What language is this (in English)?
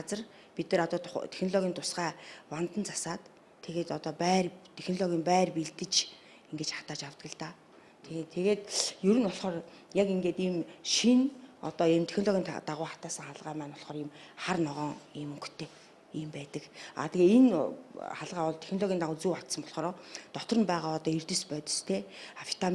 Mongolian